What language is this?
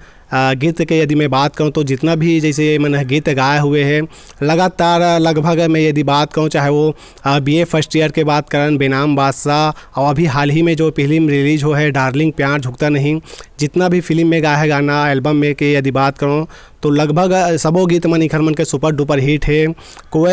Chhattisgarhi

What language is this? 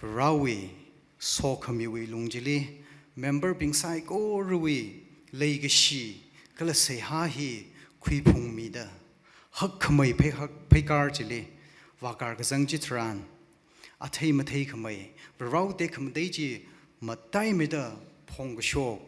Tangkhul Naga (India)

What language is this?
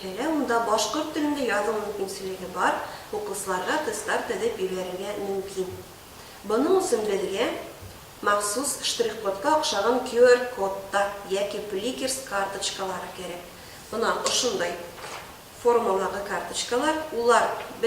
Bashkir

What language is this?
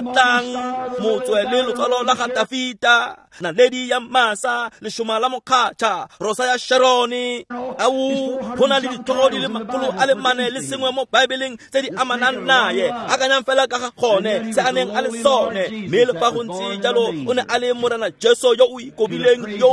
Tswana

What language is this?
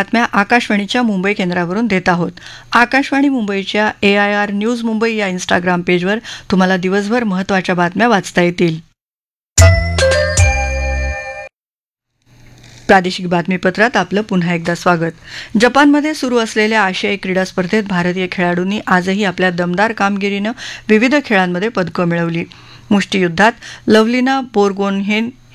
Marathi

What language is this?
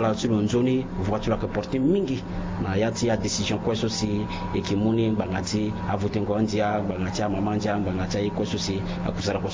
Sango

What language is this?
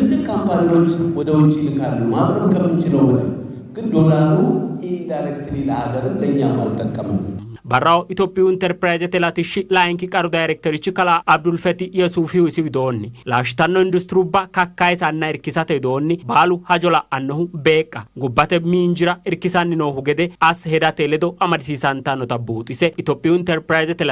Sidamo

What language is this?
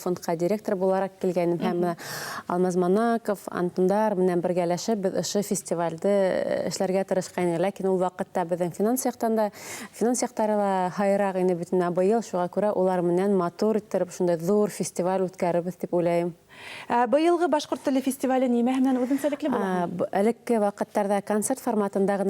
Bashkir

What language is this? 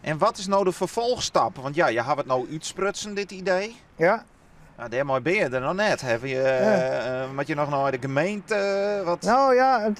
Western Frisian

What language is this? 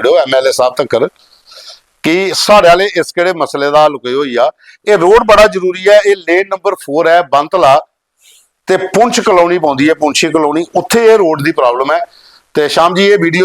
Dogri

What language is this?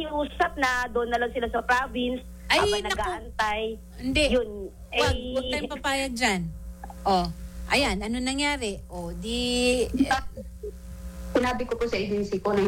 Filipino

